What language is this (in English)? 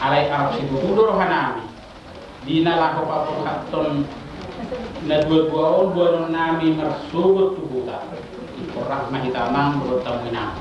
Batak Toba